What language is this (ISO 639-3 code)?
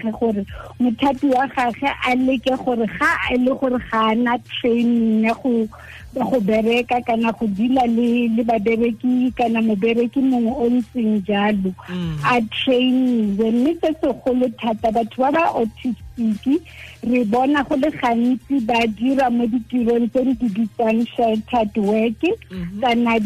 tsn